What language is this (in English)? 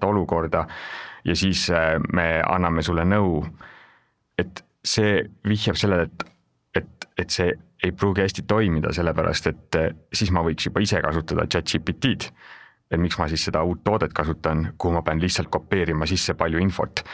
Estonian